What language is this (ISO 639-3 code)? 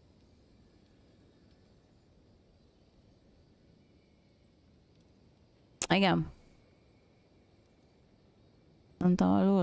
hun